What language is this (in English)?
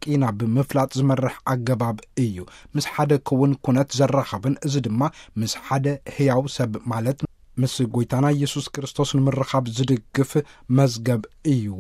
Tigrinya